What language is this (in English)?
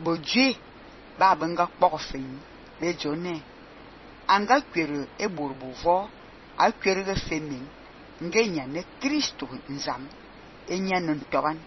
Fang